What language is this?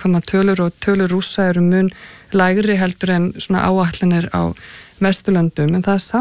Icelandic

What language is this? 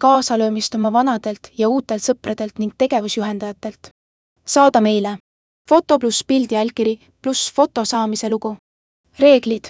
Estonian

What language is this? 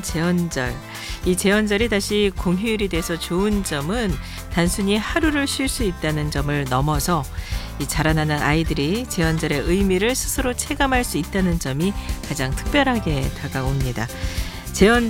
Korean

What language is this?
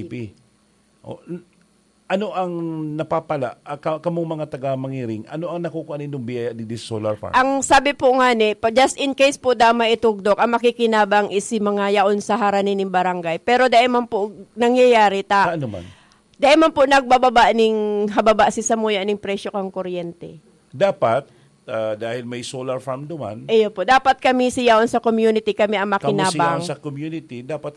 Bikol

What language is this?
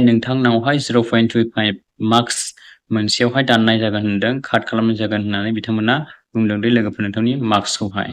Bodo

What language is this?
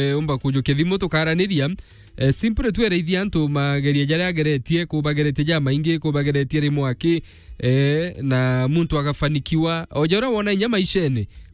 Meru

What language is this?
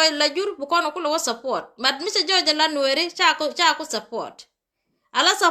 Nuer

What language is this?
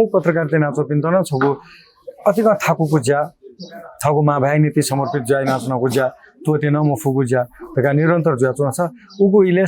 Newari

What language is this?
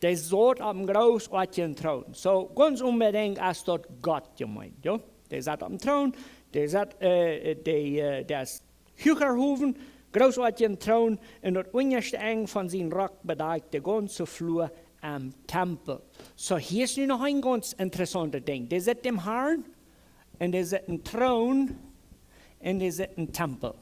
Plautdietsch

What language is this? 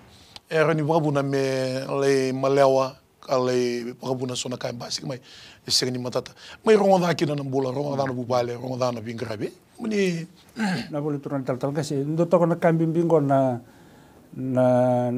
Fijian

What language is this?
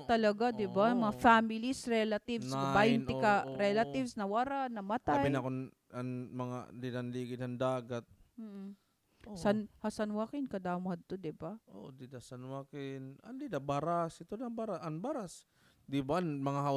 Waray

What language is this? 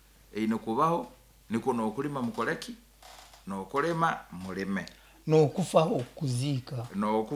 Nyoro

